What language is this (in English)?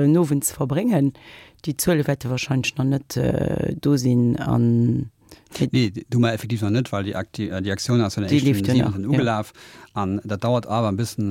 Luxembourgish